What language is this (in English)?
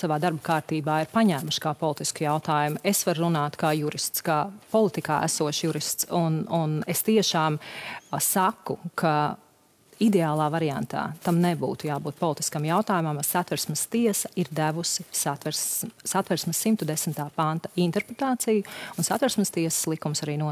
Latvian